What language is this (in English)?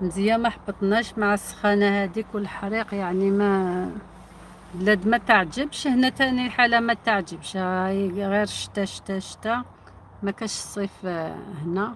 Algerian Arabic